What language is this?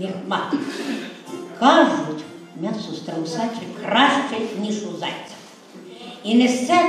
Ukrainian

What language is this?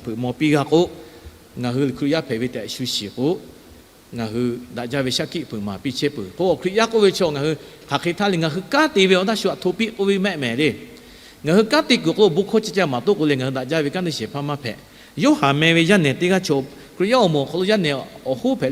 Lahu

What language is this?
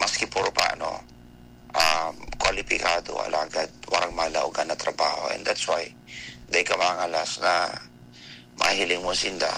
Bikol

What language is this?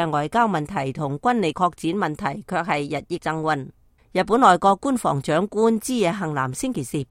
Cantonese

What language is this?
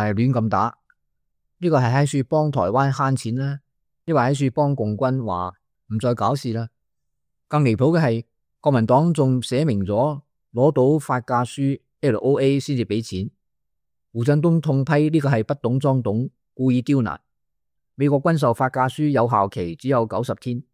Cantonese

